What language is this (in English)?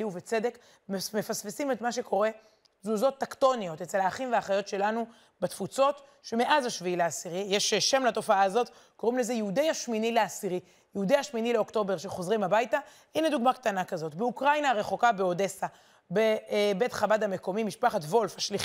Hebrew